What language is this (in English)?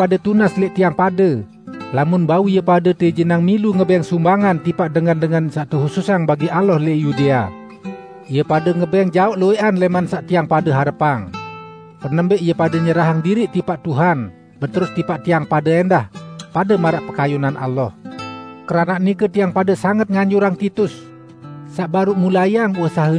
Sasak